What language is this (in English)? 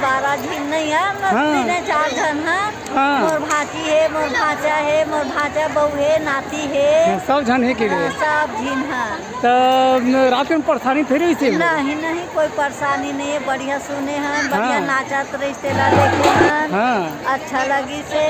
Chhattisgarhi